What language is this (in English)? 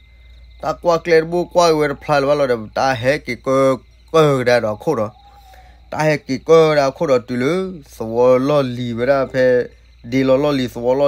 S'gaw Karen